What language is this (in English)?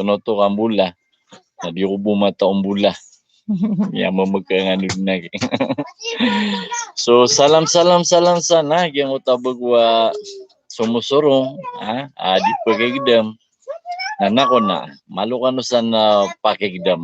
Maranao